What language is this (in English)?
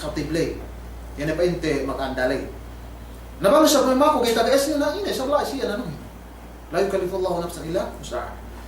Yakan